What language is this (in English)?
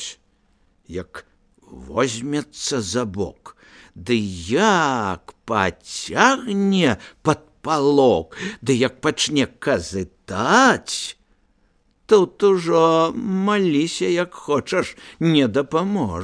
Belarusian